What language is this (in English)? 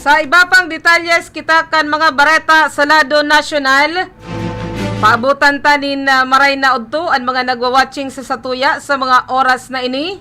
Bikol